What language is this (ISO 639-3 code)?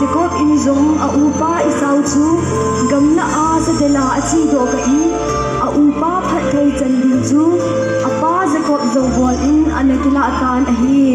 tcz